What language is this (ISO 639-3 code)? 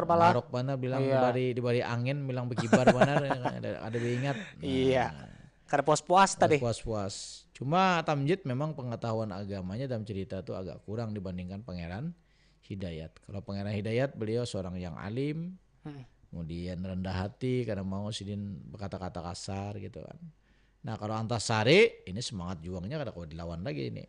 bjn